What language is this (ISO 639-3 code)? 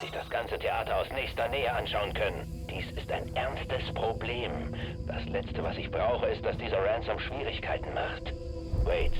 bar